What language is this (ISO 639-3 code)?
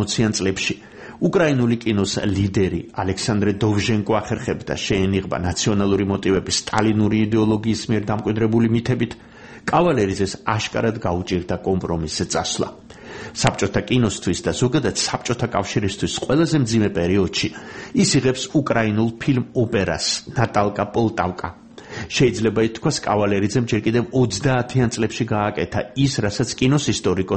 kat